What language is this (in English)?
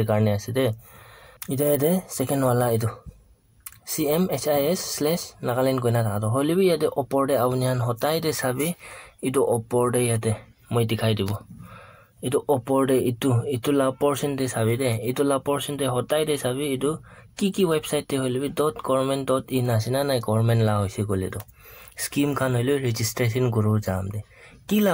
Naga Pidgin